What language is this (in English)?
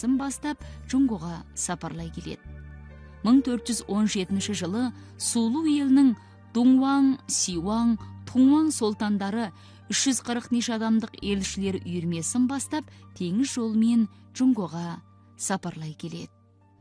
Kazakh